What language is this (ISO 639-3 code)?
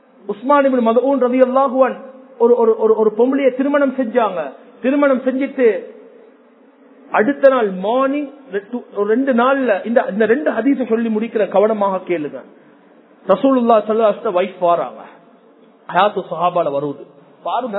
tam